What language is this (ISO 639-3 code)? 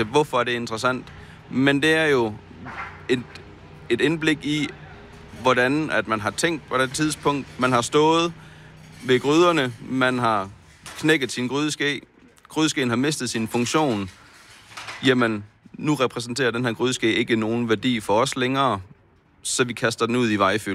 dan